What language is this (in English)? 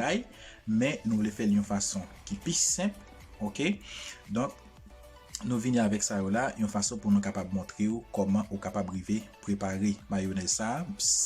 Haitian Creole